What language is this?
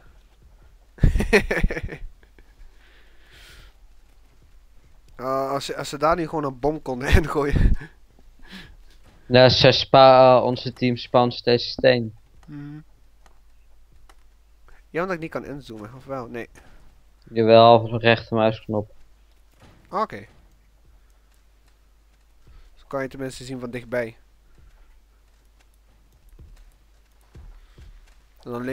Dutch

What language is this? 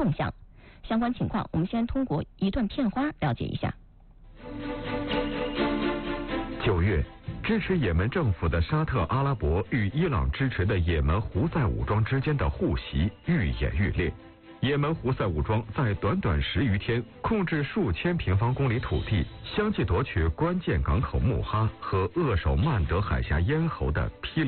Chinese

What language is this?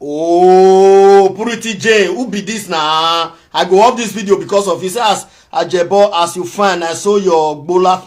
Nigerian Pidgin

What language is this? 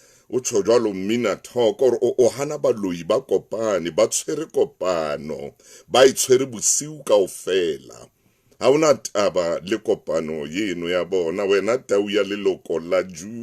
Southern Sotho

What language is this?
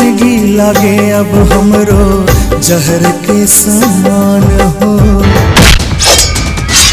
Bhojpuri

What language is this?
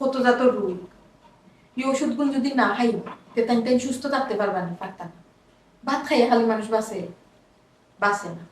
Sylheti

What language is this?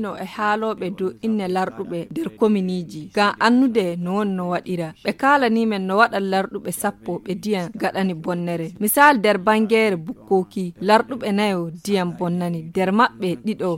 Nigerian Fulfulde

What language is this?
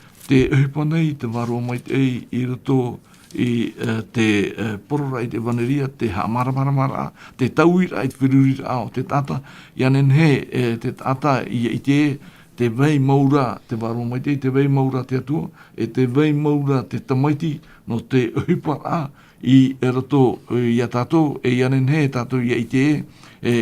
Tahitian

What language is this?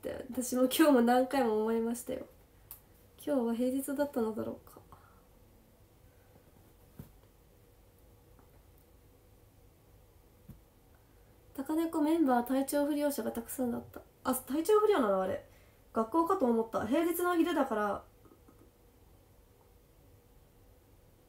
Japanese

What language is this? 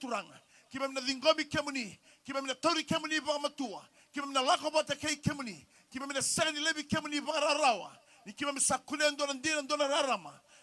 Fijian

